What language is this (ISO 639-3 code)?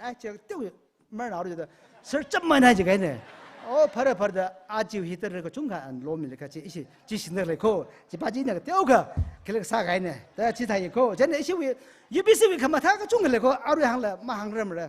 nmf